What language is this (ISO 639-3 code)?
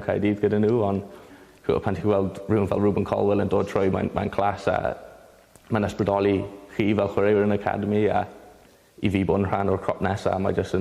cym